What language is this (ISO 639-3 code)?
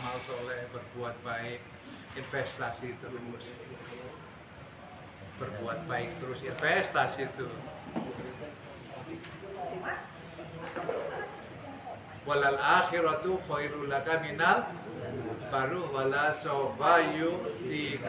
ind